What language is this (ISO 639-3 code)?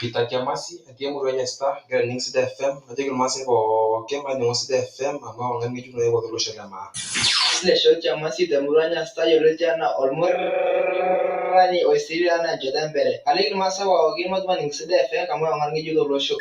mas